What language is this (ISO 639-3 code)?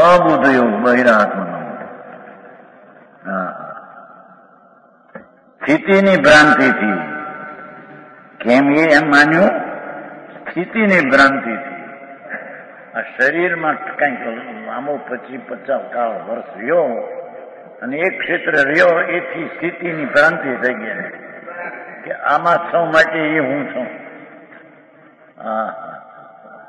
guj